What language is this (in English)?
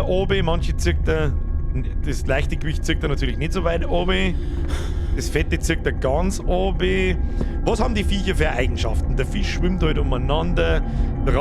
Bavarian